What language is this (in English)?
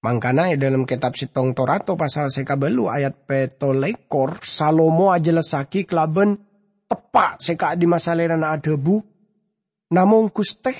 Madurese